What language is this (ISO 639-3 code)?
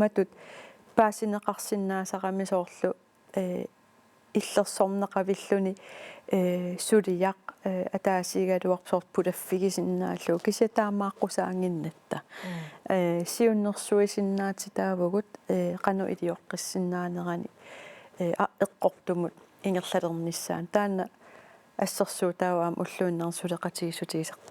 kal